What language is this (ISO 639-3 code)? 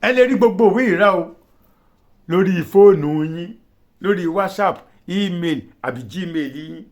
yor